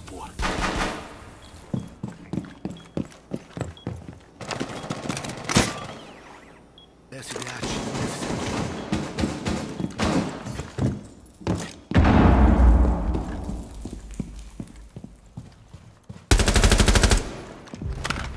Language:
Portuguese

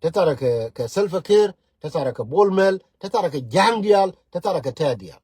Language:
Nuer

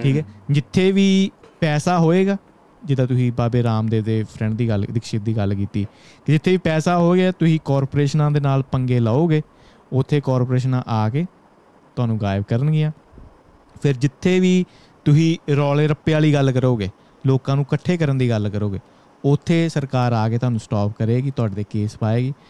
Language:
Punjabi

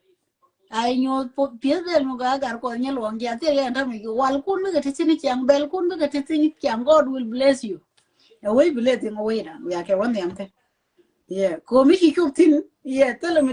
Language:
Nuer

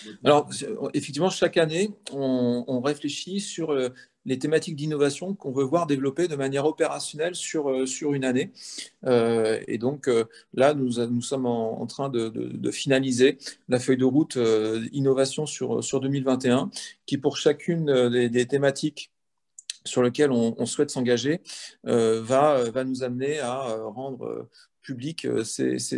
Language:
French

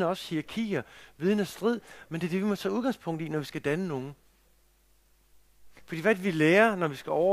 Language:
Danish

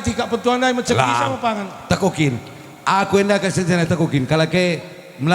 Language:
Batak Karo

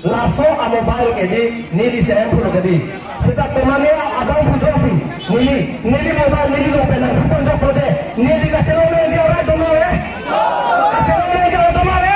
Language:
Karbi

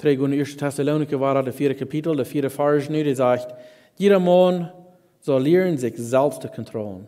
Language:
Plautdietsch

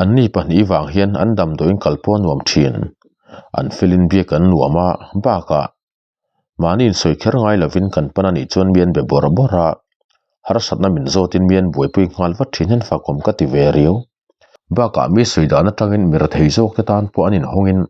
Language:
Mizo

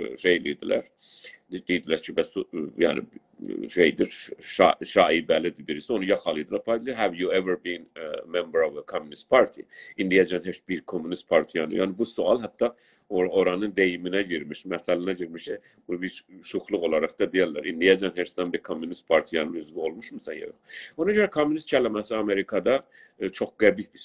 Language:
South Azerbaijani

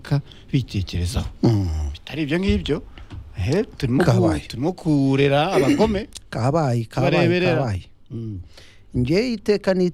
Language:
Kinyarwanda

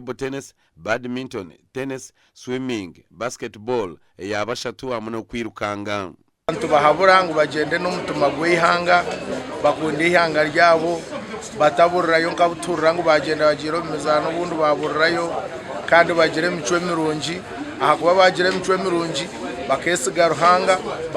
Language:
Nyankole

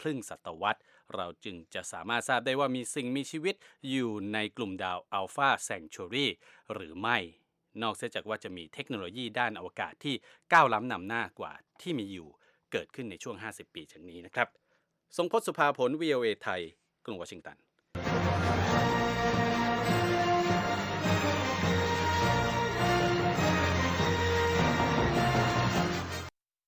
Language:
Thai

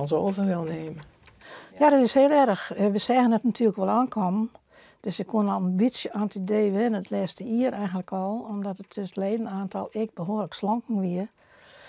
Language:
Western Frisian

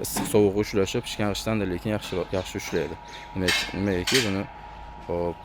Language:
Uzbek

